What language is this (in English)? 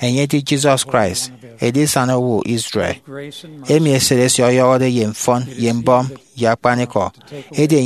Efik